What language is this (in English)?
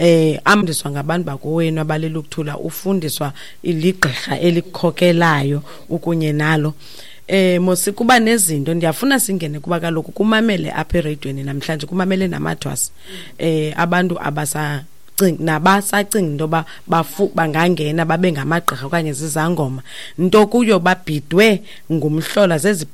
Xhosa